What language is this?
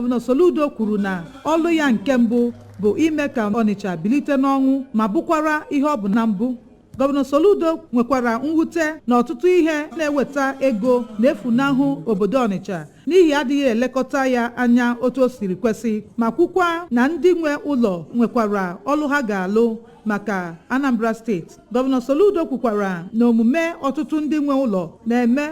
Igbo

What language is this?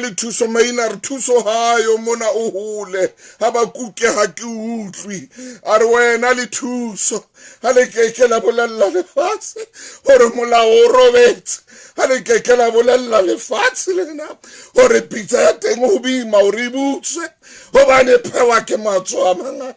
Southern Sotho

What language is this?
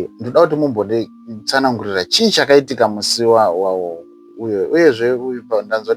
Shona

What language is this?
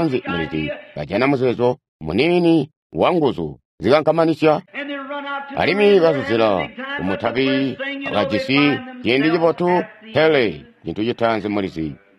Tonga (Zambia)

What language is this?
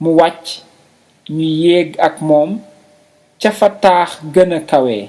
Wolof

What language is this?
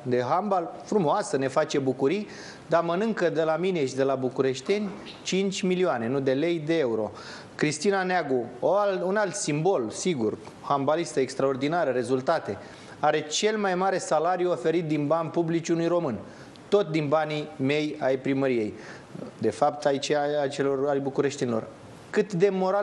Romanian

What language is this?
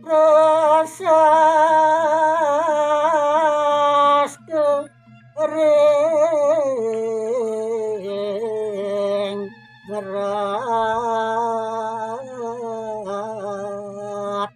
Balinese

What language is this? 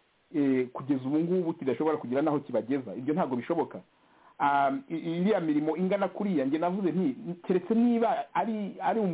Kinyarwanda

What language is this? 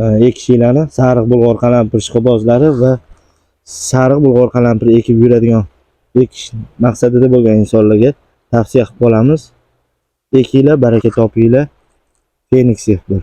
Uzbek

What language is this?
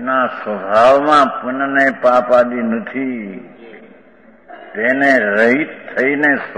Gujarati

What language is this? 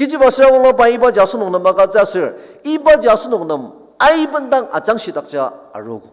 Ao Naga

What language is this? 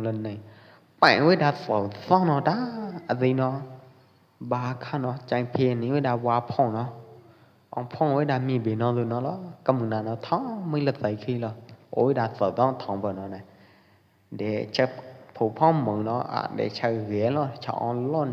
Pwo Eastern Karen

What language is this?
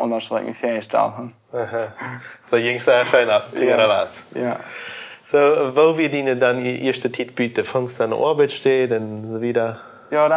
Plautdietsch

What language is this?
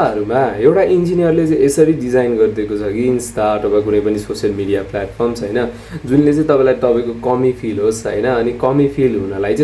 Nepali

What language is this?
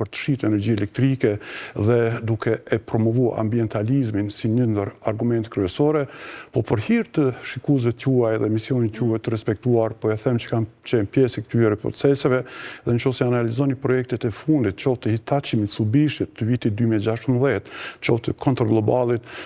Albanian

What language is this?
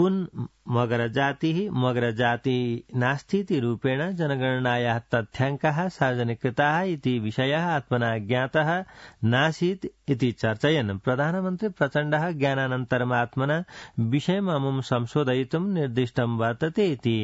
Sanskrit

